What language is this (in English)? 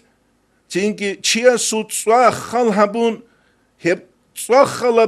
Avaric